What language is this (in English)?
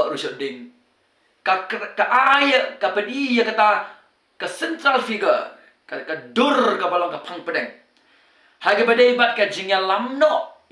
Khasi